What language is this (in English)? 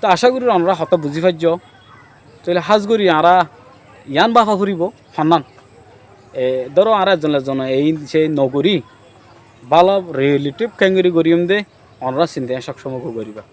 Rohingya